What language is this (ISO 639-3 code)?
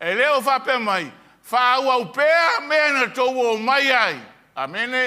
smo